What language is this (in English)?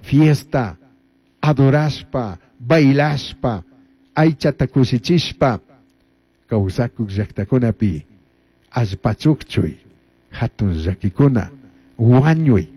Chimborazo Highland Quichua